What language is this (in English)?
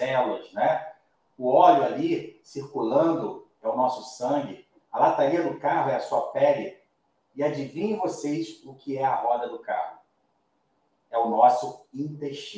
Portuguese